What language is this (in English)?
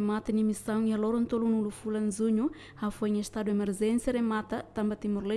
Tetum